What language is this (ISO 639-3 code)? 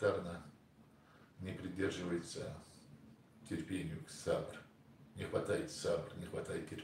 inh